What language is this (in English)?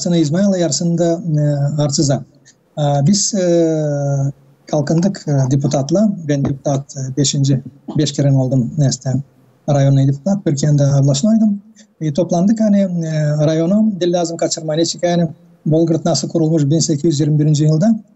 Gagauz